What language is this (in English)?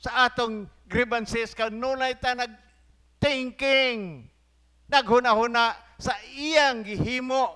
Cebuano